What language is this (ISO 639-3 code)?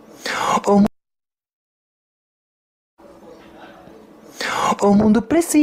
por